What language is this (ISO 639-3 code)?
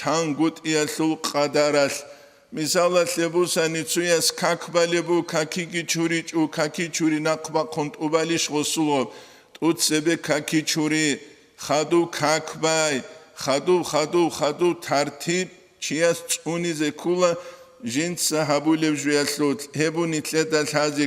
ava